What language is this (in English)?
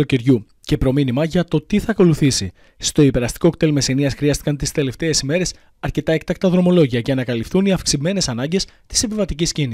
Greek